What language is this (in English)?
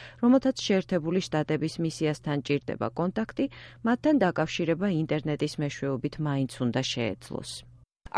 Georgian